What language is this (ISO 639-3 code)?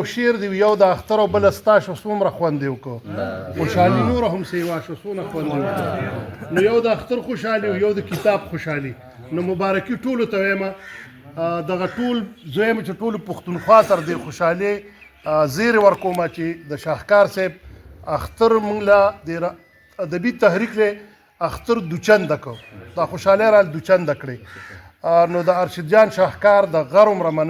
pus